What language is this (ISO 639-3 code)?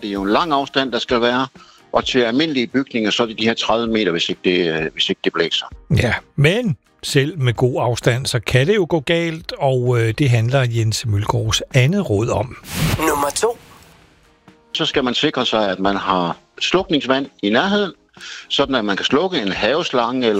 dan